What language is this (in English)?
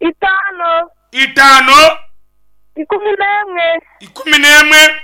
Nyankole